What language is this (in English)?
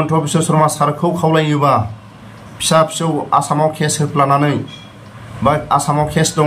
Bodo